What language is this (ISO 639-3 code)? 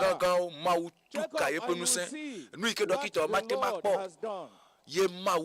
ewe